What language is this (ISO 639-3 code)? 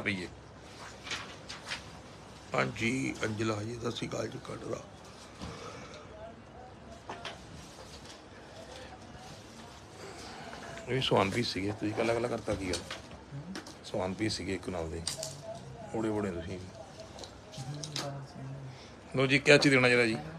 pan